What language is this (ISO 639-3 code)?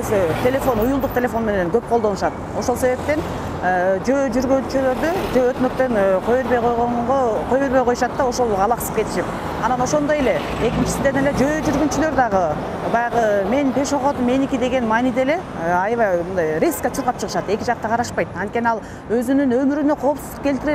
kir